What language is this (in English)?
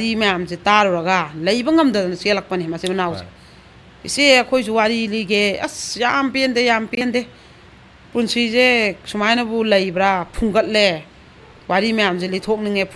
Manipuri